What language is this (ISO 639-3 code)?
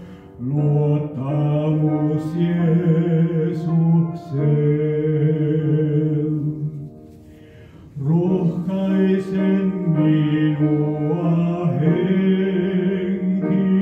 fin